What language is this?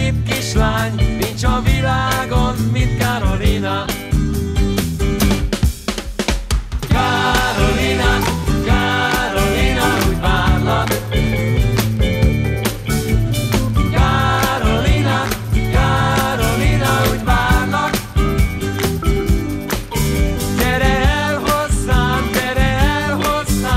Hungarian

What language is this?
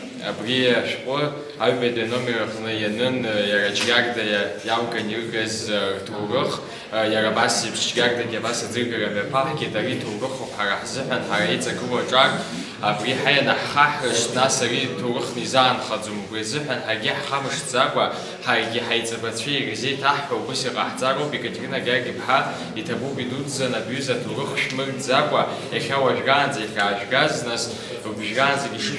Abkhazian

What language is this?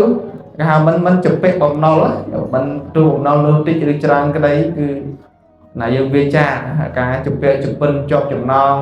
Khmer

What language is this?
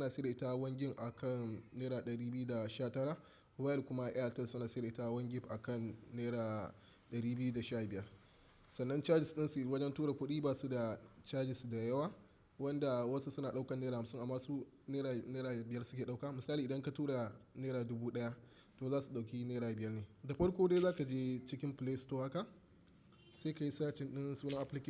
Hausa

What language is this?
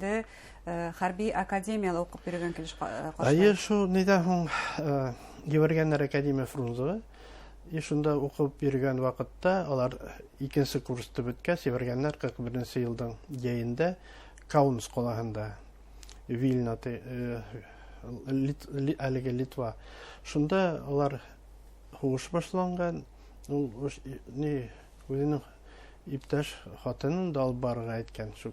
Bashkir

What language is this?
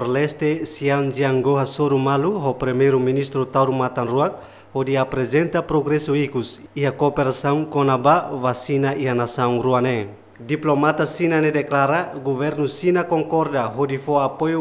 Tetum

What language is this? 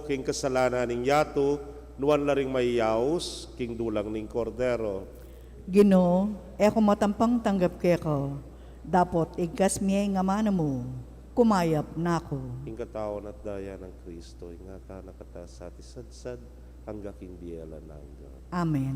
Pampanga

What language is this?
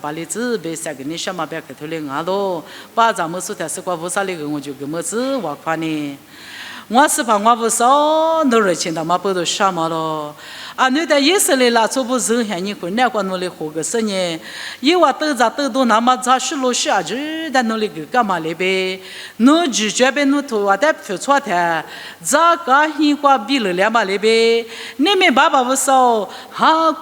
Lisu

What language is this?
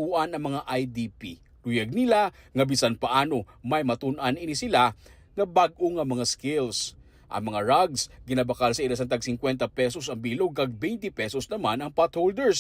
Hiligaynon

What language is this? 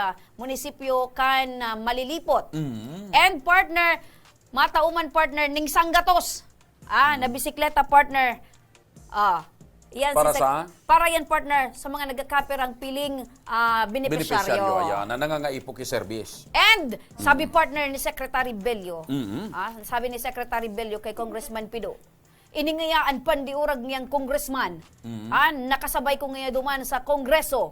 Bikol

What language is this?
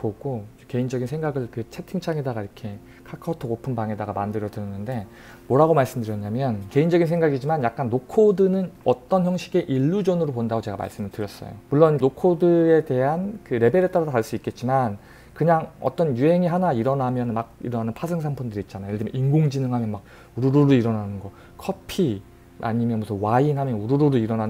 Korean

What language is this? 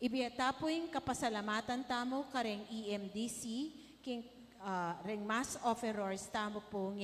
Pampanga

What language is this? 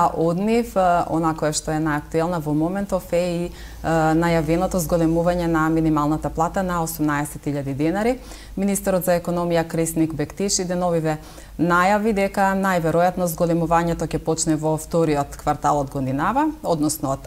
Macedonian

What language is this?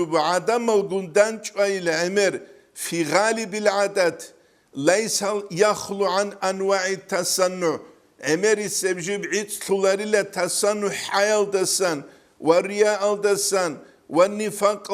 Avaric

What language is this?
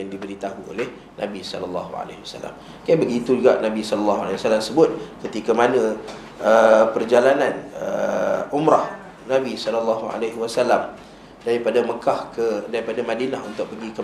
Malay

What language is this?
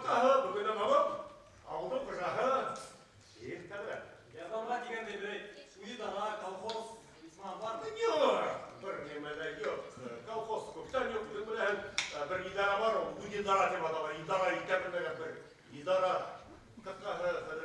Bashkir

